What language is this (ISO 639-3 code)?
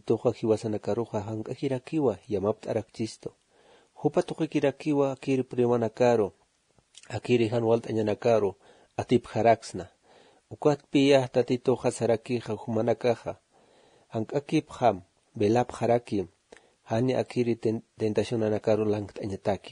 aym